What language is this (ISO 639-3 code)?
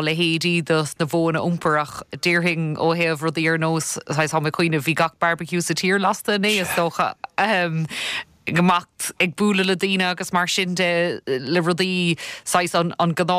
gle